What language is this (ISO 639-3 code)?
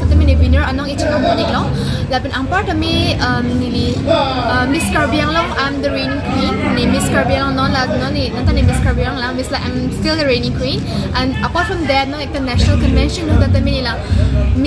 mjw